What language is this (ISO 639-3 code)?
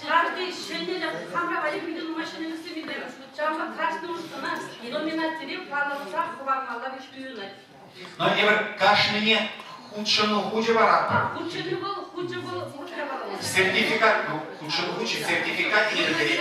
chv